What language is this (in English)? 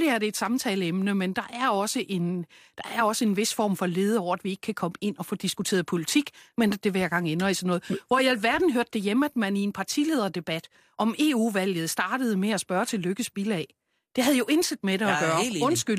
Danish